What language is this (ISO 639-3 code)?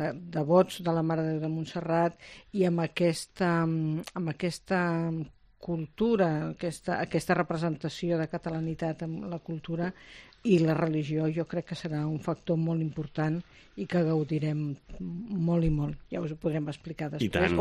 cat